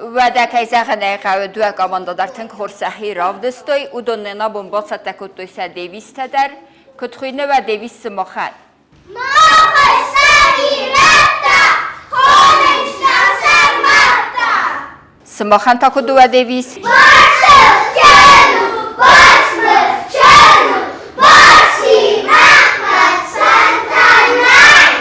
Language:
Ossetic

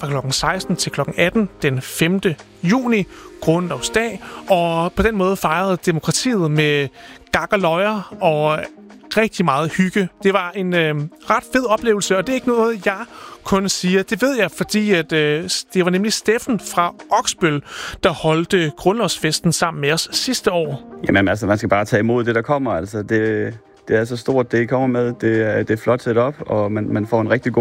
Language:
Danish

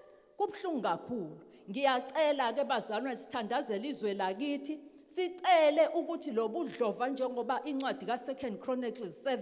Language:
Zulu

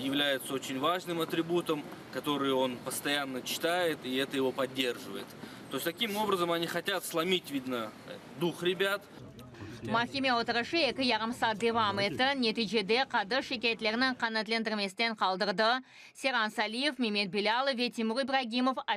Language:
Crimean Tatar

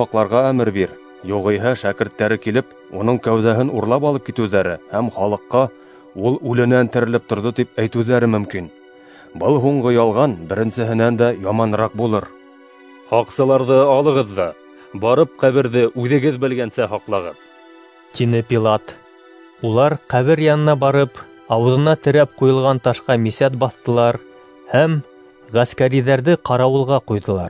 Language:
Bashkir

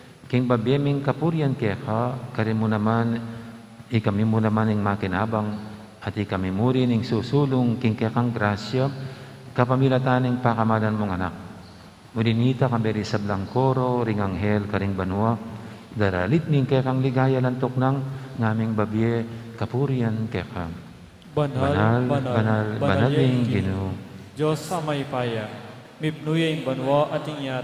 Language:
Pampanga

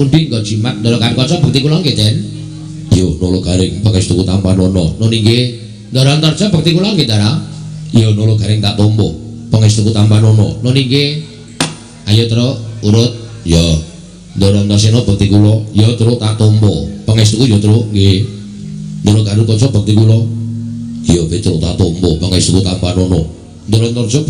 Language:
Javanese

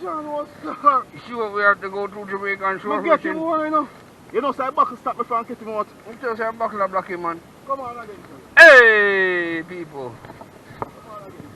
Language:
Jamaican Creole English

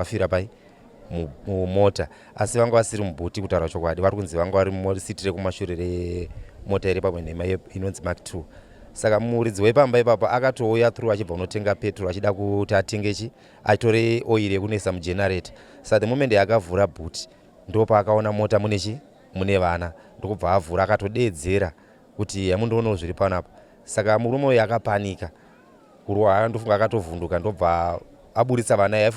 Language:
Shona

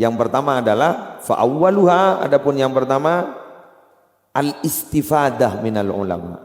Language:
Madurese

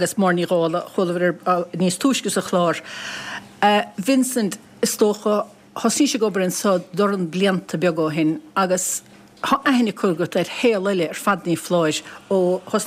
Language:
Irish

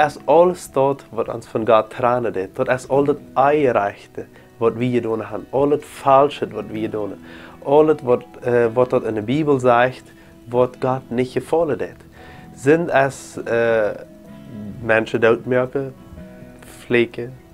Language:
Plautdietsch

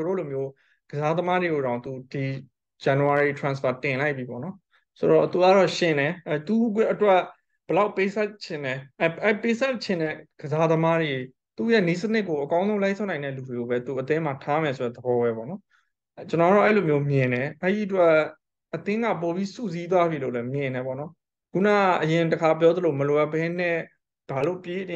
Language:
Burmese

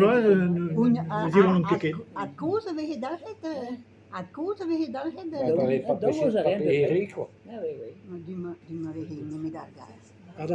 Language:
Breton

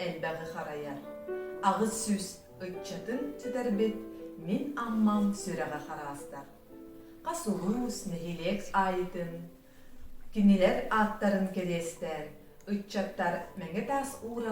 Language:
Yakut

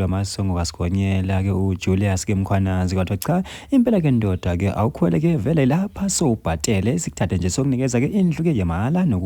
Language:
Zulu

